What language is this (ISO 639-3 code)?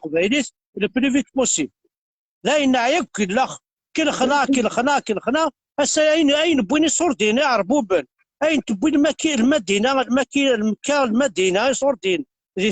kab